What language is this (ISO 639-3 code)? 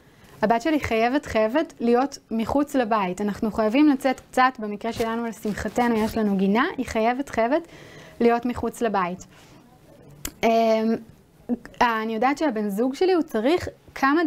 heb